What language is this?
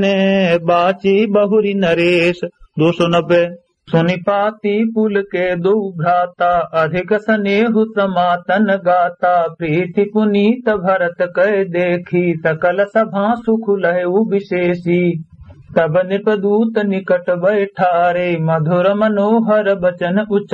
Awadhi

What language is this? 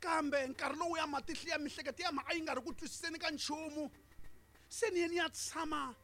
Tsonga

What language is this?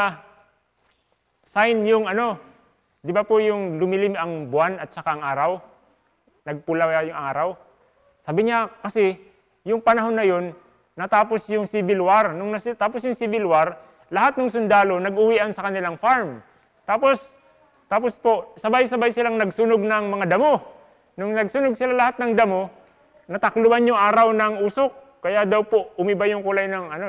Filipino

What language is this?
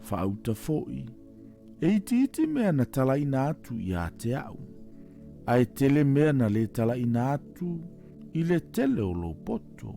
Samoan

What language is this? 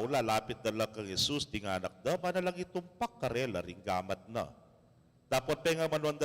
Pampanga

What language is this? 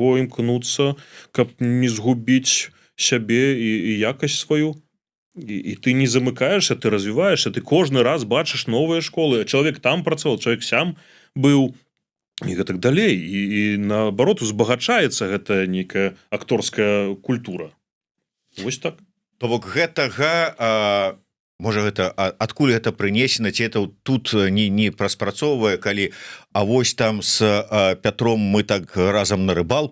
Belarusian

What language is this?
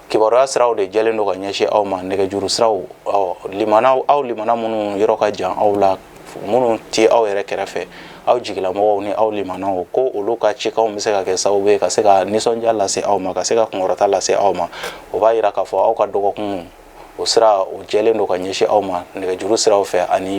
Bambara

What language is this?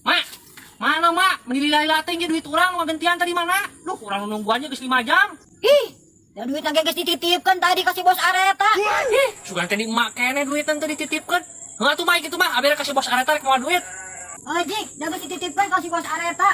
Sundanese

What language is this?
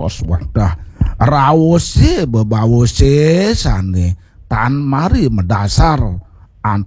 Balinese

